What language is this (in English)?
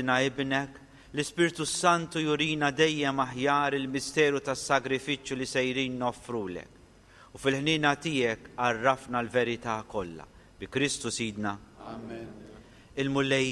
Maltese